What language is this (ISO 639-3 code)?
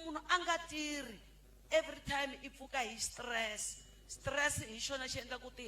tso